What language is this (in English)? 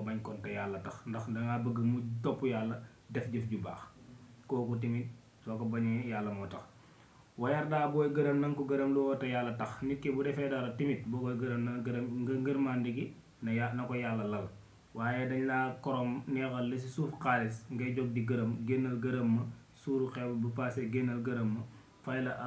Wolof